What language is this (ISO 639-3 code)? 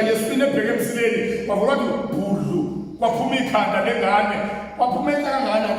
zul